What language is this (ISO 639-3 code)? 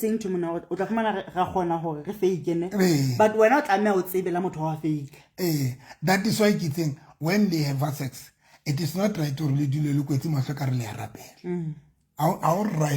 sot